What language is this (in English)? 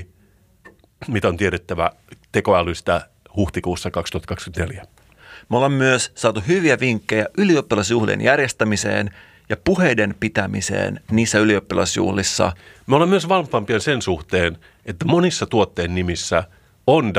Finnish